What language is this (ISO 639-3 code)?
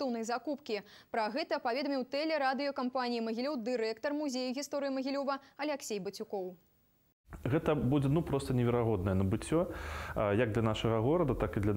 bel